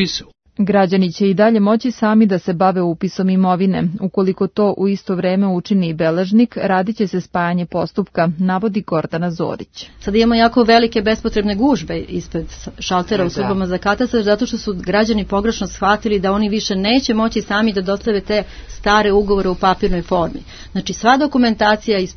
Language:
Serbian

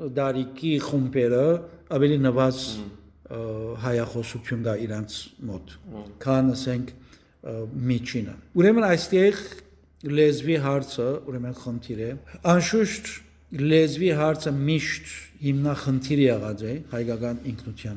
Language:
Western Armenian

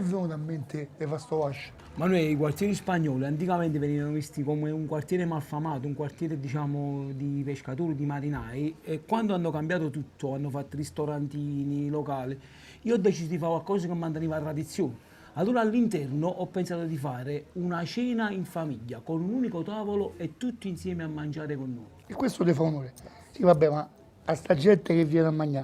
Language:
Neapolitan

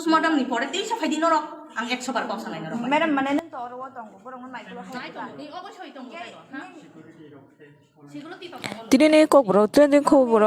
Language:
Kok Borok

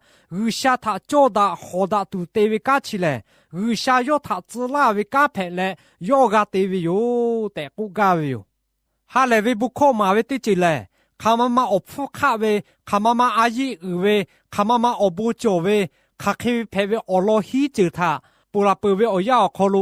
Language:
Lahu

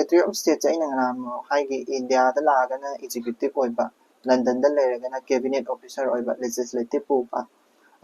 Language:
Manipuri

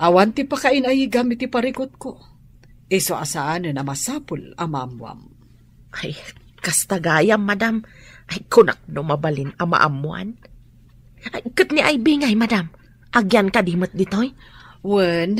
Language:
Iloko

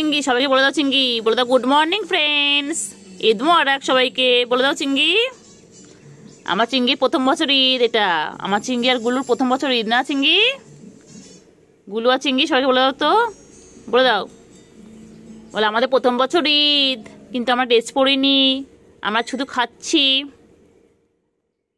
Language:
Bangla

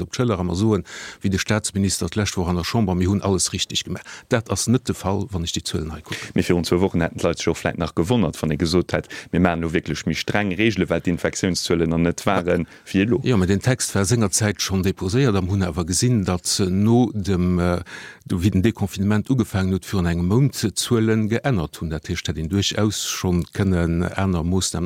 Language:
Luxembourgish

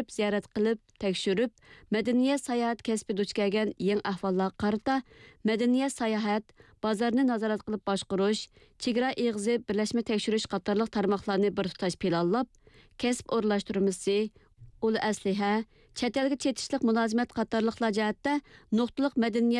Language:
Uyghur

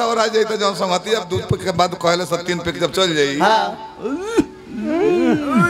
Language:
Bhojpuri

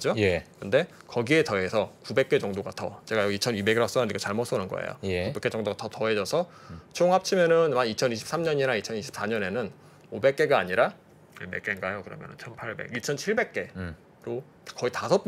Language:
Korean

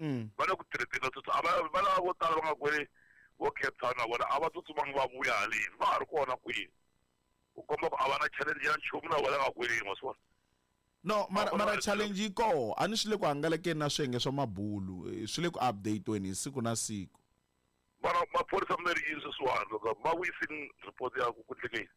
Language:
Tsonga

